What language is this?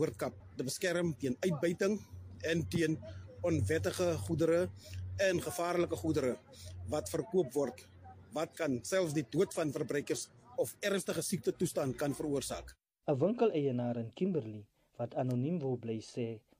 Afrikaans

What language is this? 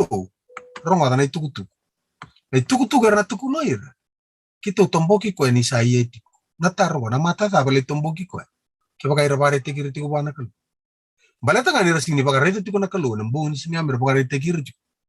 Fijian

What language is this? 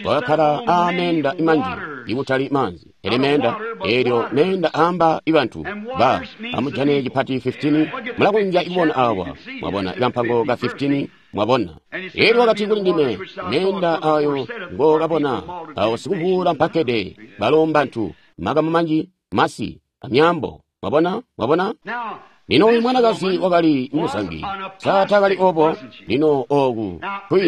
Tonga (Zambia)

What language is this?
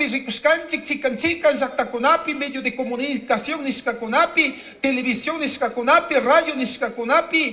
Chimborazo Highland Quichua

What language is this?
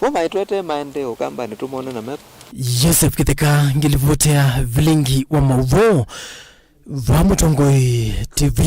Kamba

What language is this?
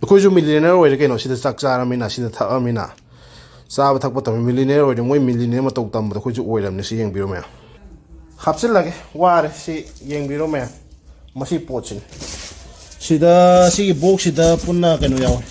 Manipuri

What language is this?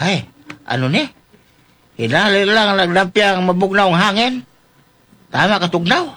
Hiligaynon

